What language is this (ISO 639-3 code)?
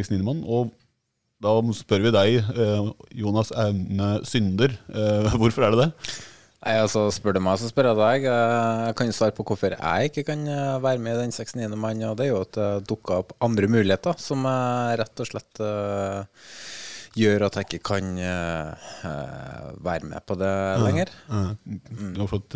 nor